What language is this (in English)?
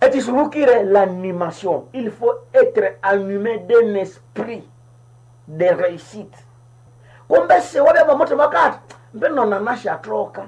Nande